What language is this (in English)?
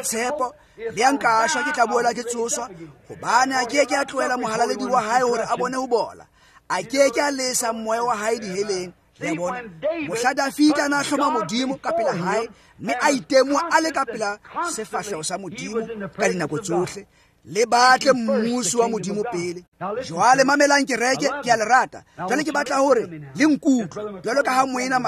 Tswana